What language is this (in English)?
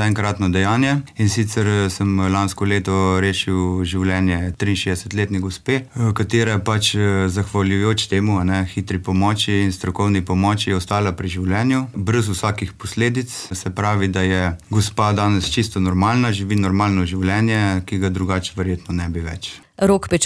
Slovenian